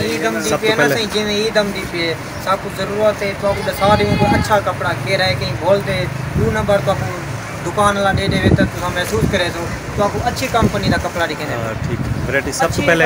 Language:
Saraiki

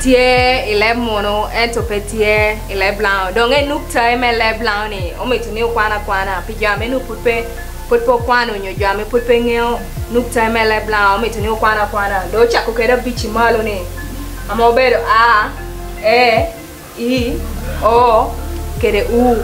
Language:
Lango (Uganda)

